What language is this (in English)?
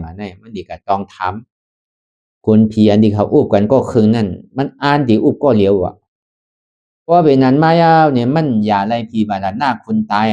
Shan